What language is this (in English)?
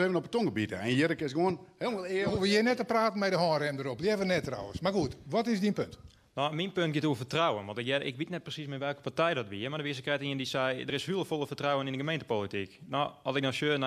Western Frisian